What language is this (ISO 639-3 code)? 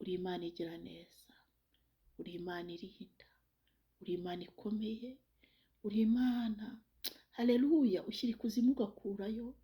kin